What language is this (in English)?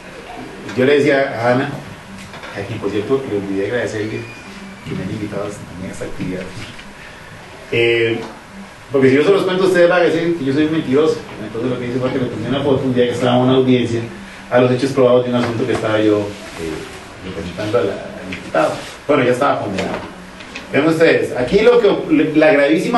Spanish